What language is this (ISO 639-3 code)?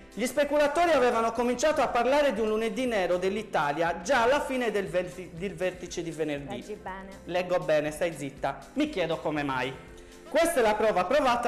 ita